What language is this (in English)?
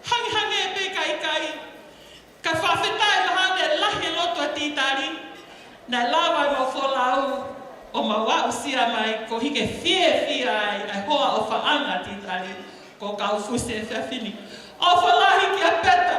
Tongan